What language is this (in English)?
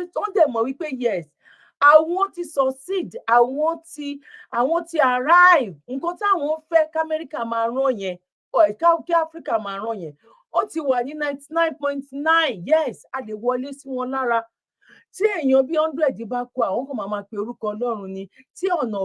Yoruba